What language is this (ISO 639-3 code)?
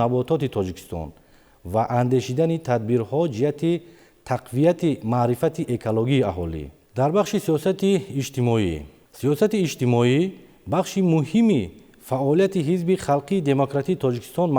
tgk